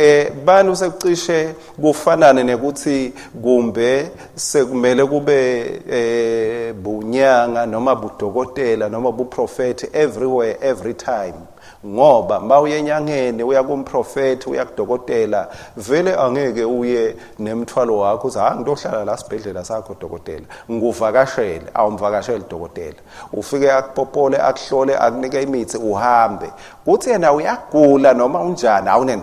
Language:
Swati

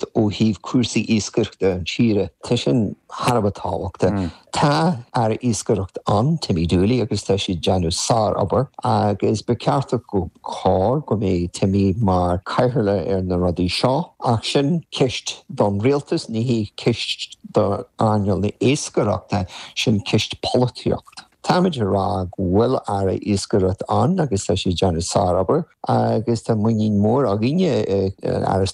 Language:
Irish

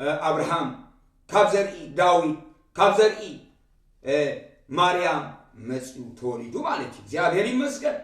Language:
Tigrinya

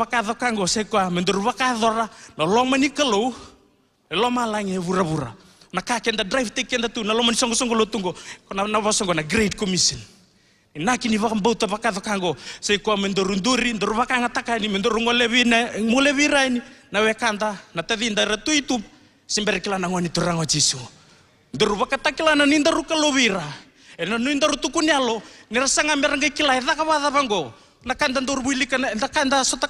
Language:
Fijian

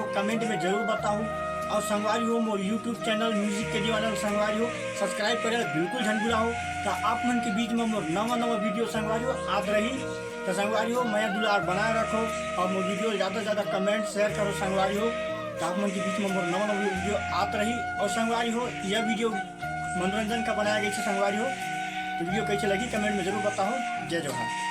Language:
Chhattisgarhi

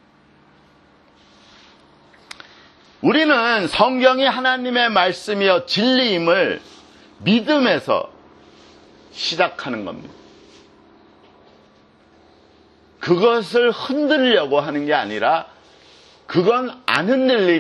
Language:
Korean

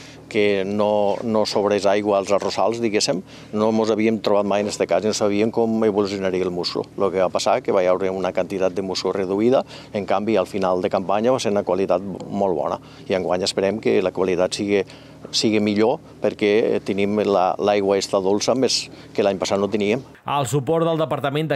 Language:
Catalan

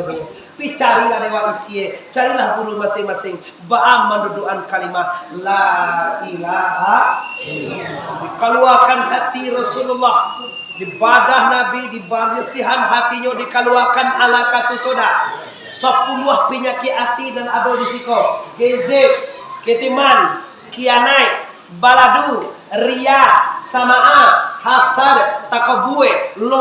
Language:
Minangkabau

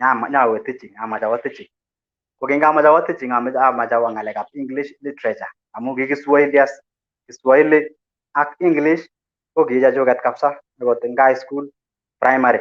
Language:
Kalenjin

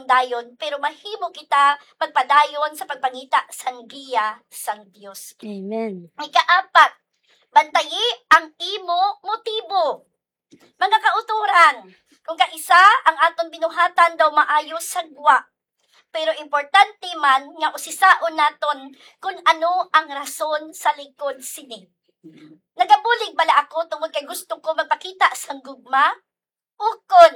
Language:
Hiligaynon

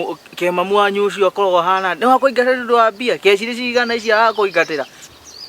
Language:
Kikuyu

